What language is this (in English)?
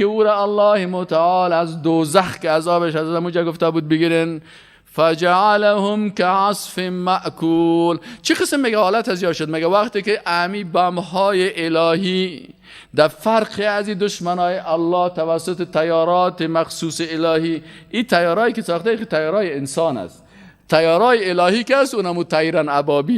Persian